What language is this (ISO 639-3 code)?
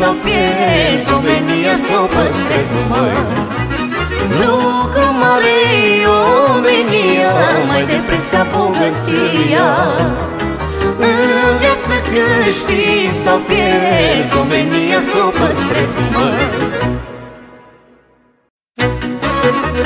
ron